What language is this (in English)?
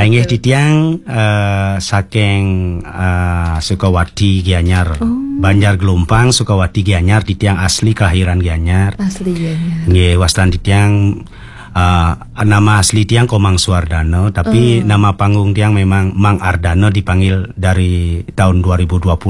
Balinese